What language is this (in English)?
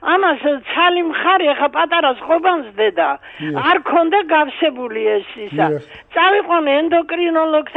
Georgian